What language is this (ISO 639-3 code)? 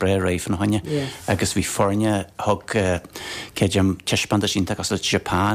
gle